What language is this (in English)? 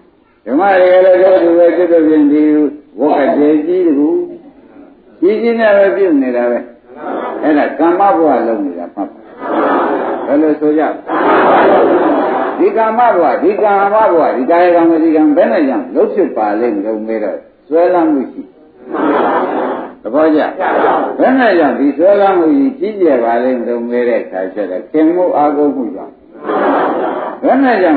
Burmese